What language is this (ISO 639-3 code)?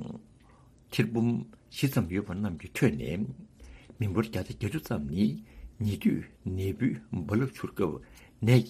bod